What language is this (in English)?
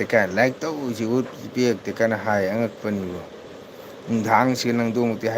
Manipuri